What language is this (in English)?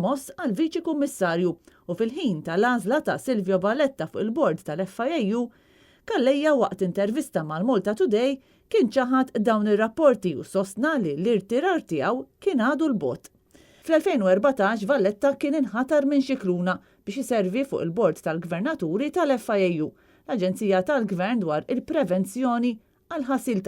Maltese